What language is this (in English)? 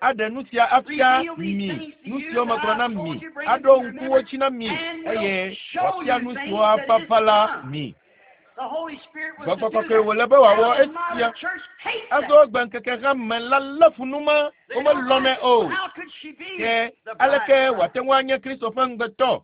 Ewe